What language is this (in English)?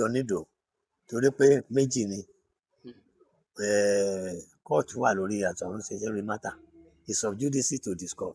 Yoruba